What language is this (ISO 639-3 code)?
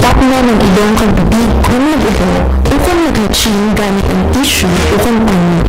hil